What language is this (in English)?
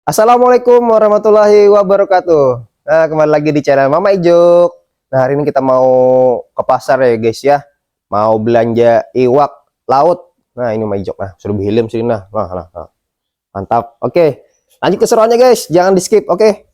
Banjar